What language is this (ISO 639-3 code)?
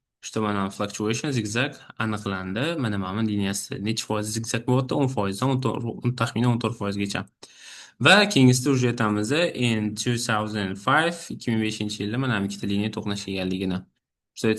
uzb